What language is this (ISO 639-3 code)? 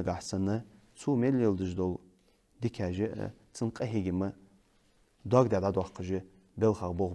inh